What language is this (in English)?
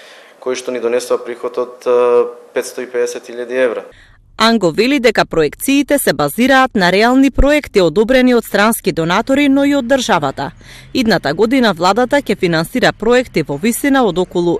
Macedonian